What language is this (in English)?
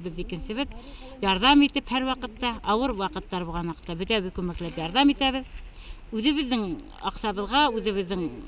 Bashkir